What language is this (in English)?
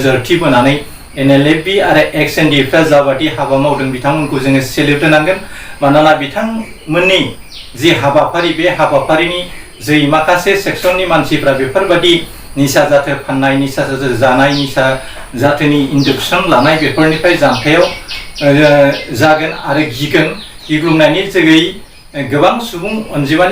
Bodo